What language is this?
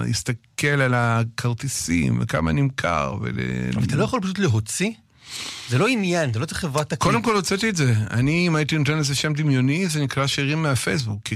Hebrew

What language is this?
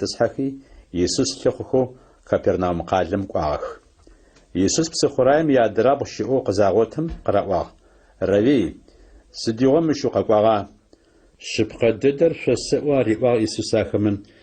Adyghe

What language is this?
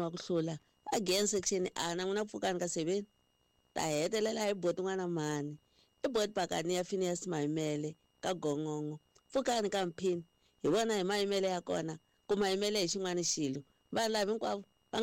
Tsonga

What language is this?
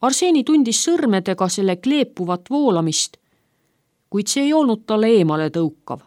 Estonian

